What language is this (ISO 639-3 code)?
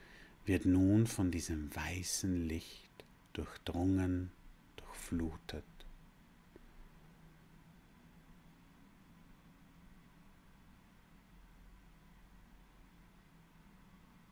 deu